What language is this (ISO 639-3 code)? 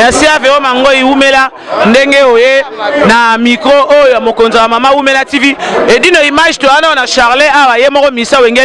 lin